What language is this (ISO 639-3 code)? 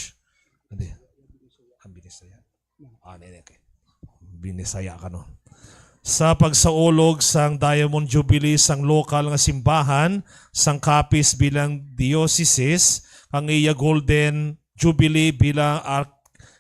hil